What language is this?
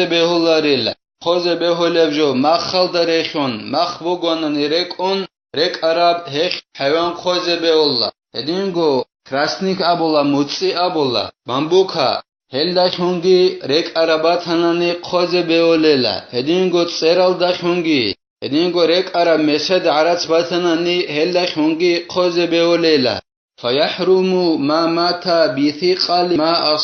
Avaric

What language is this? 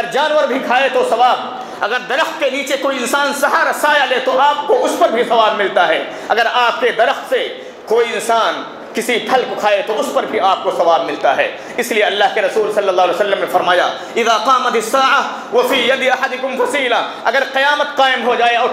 Urdu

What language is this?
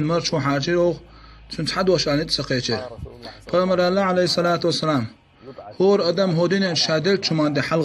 Chechen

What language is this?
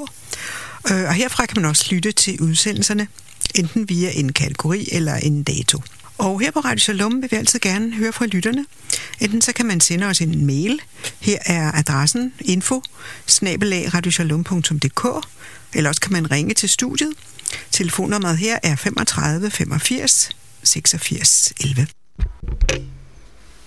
Danish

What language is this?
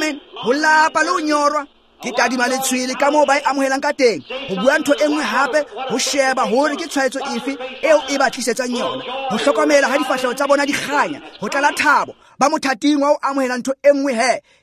Tswana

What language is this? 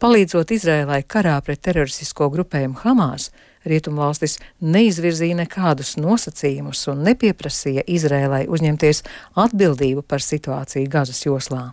Latvian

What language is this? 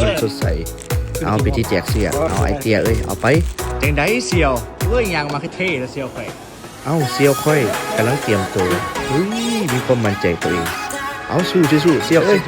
Lao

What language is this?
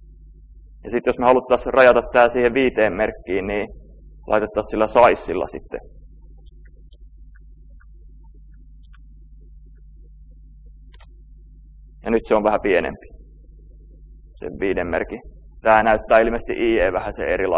Finnish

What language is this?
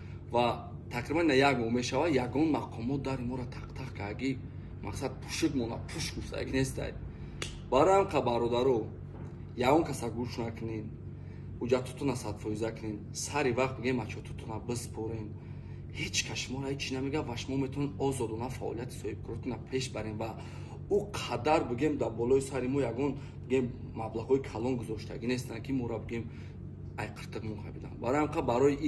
Tajik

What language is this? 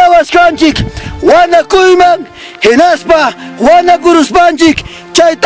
Ayacucho Quechua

